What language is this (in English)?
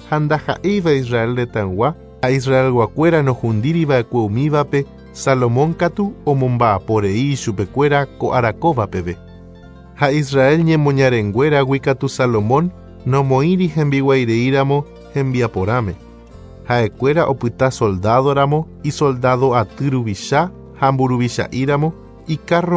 Guarani